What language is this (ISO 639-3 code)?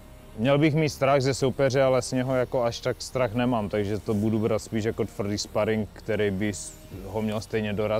slk